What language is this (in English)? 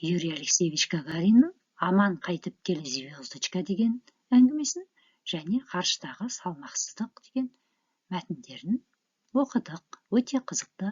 Kazakh